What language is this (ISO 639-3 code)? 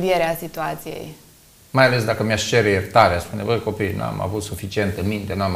ron